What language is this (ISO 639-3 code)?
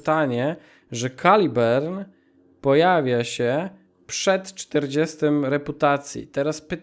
pol